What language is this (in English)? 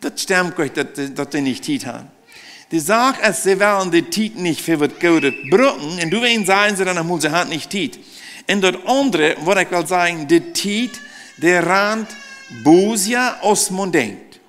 Plautdietsch